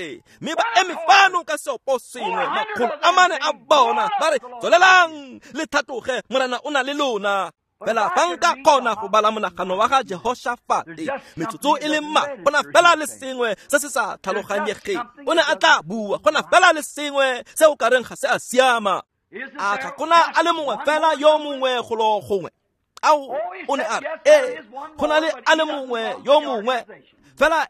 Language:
Tswana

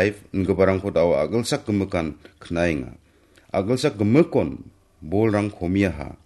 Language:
Garo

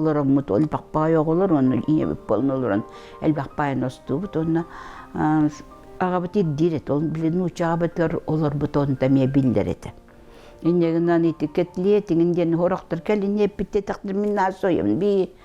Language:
Yakut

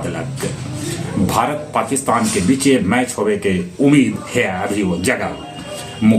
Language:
Magahi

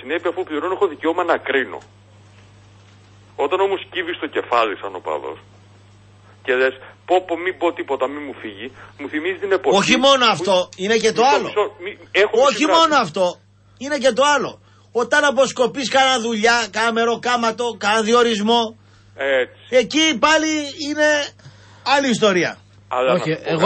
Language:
Greek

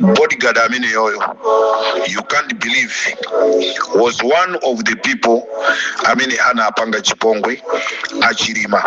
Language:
Nyanja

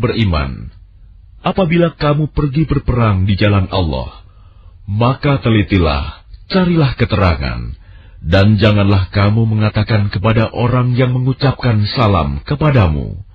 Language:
Indonesian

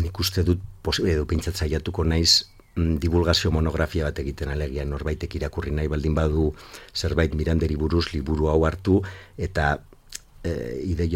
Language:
Basque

